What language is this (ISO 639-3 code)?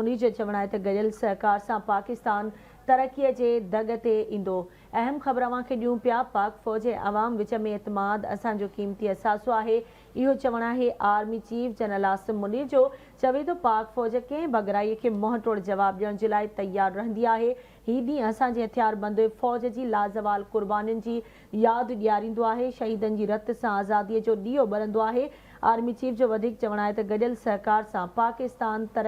snd